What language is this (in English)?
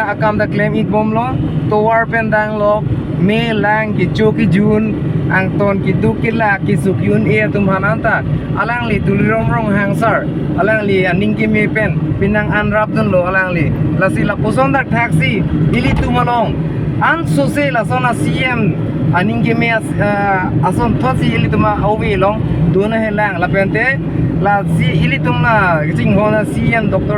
Karbi